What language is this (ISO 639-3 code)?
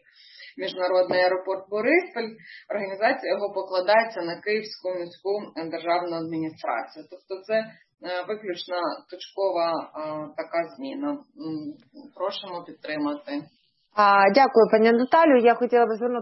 ukr